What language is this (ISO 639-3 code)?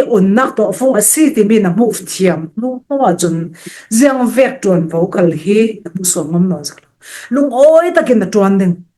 cfm